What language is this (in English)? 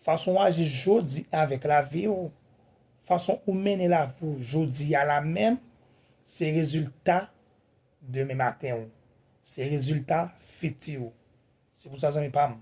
Haitian Creole